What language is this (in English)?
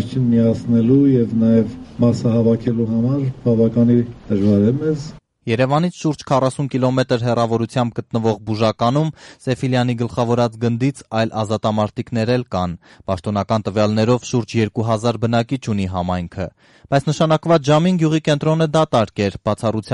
Armenian